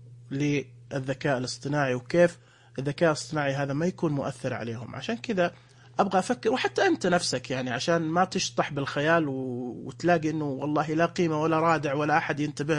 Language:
Najdi Arabic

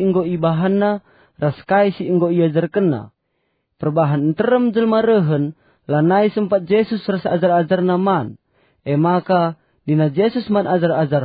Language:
Batak Karo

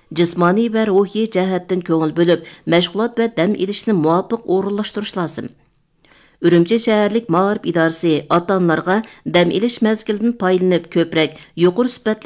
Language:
Uyghur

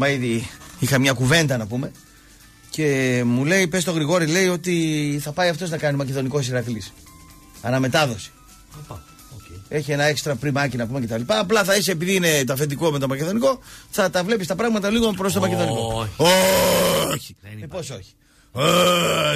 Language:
Greek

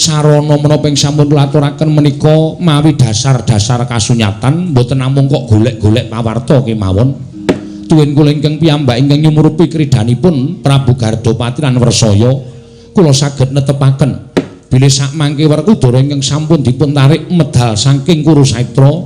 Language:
Javanese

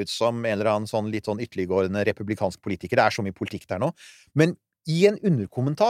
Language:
Norwegian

